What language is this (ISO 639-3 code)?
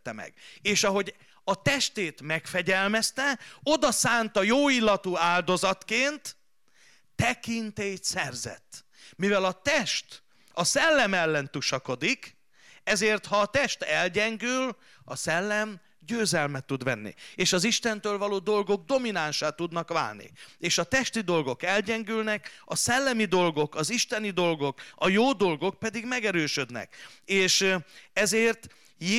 hun